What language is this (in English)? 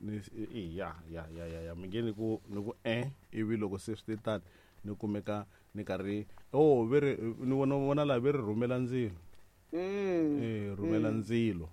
Tsonga